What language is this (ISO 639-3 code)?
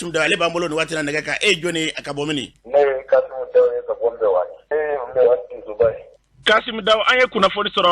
bam